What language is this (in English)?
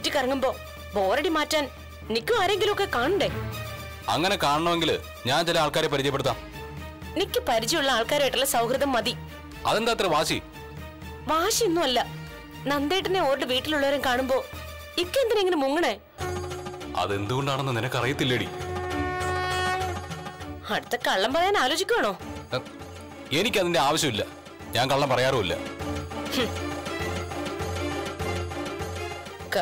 Malayalam